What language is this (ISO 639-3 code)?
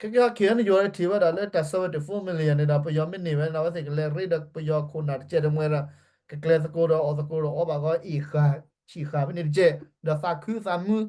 ksw